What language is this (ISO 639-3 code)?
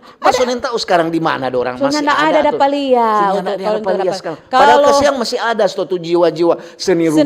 xmm